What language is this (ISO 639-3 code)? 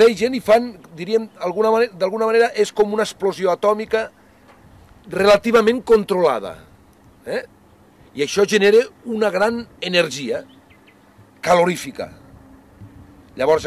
cat